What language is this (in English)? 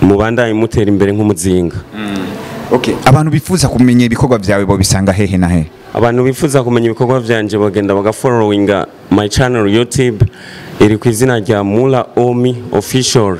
Rundi